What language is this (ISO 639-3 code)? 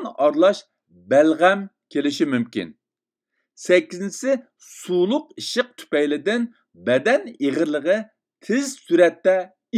uig